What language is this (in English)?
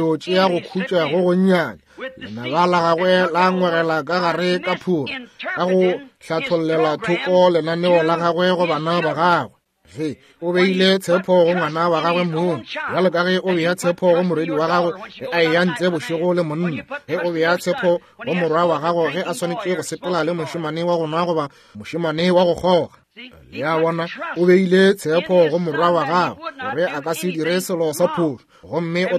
Northern Sotho